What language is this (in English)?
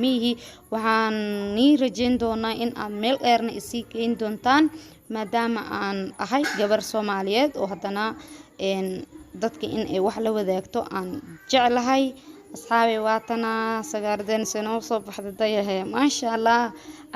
Somali